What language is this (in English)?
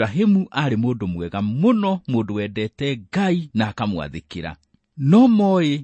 Kikuyu